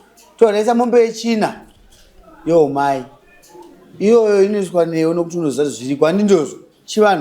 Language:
Shona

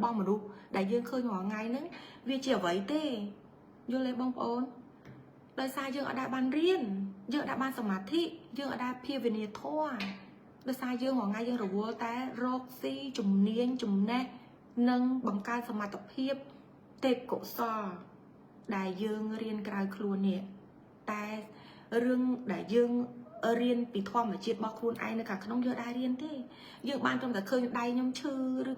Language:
Khmer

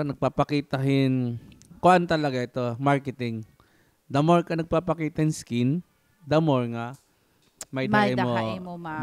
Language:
Waray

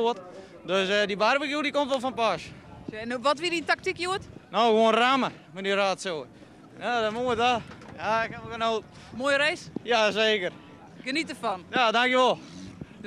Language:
Western Frisian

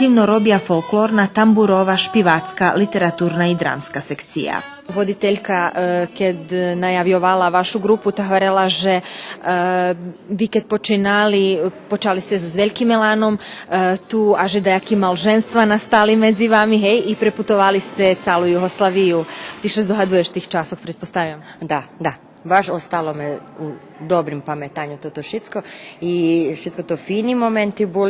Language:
Rusyn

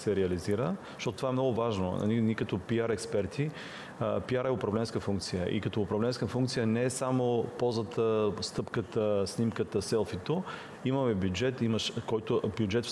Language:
Bulgarian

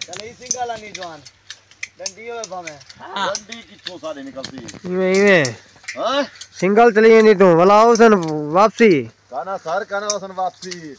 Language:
Saraiki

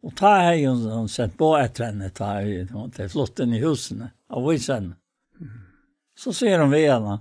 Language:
Faroese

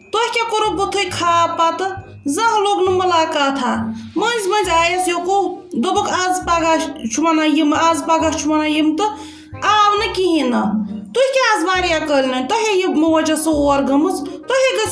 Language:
Kashmiri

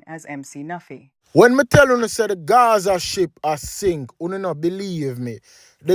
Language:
Jamaican Creole English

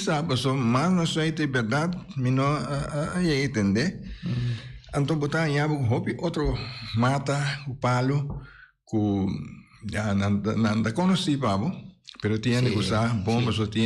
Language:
Papiamento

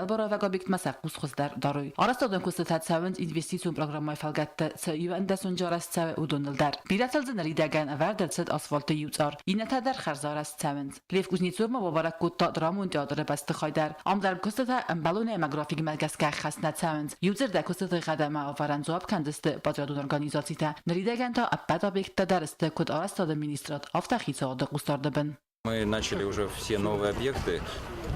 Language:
Ossetic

